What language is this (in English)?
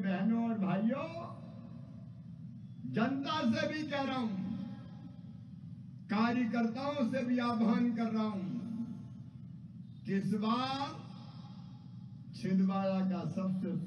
Hindi